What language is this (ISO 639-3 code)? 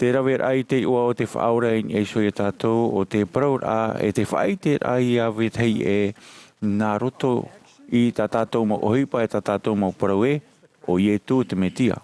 tah